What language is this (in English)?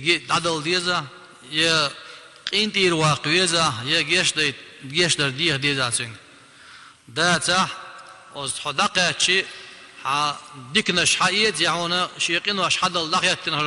Chechen